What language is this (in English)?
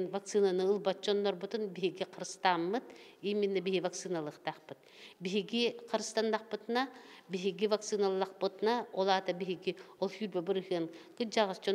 Yakut